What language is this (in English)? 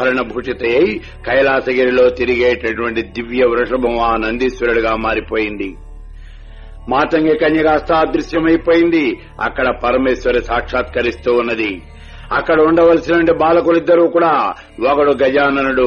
Telugu